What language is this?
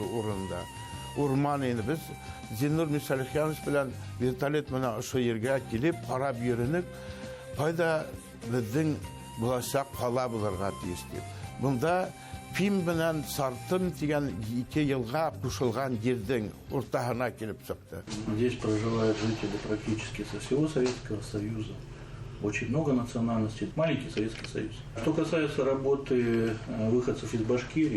Bashkir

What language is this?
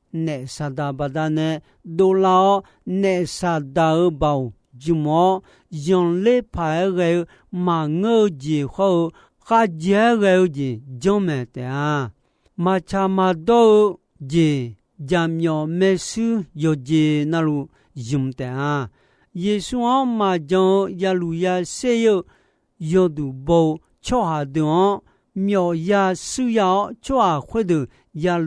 Akha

